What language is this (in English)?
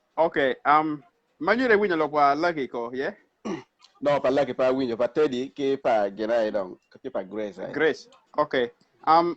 Acoli